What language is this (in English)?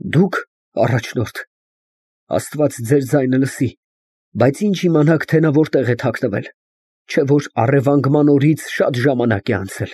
Armenian